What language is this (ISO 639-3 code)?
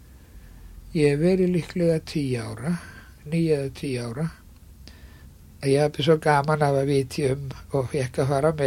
isl